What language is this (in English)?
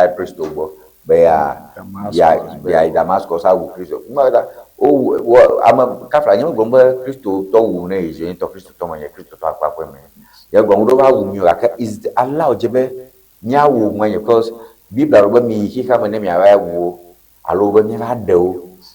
Ewe